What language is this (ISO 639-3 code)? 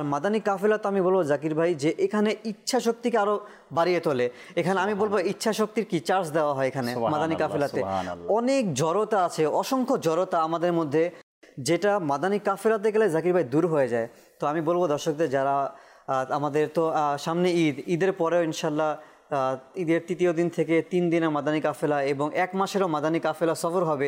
ben